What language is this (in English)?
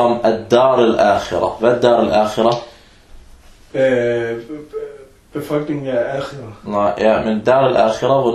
Danish